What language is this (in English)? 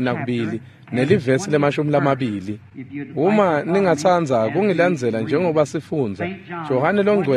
Swati